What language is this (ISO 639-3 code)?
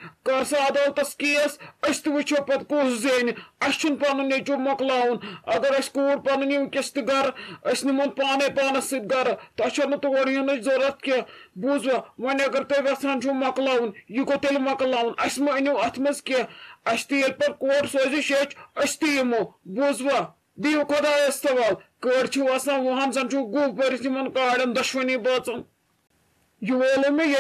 kas